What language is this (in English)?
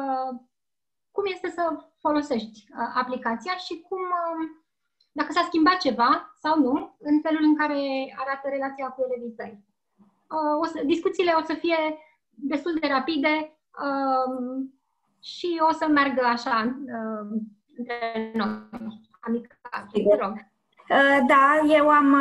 Romanian